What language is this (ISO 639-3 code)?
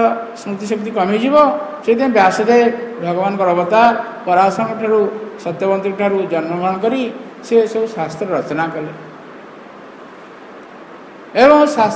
ori